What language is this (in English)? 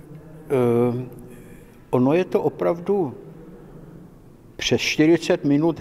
Czech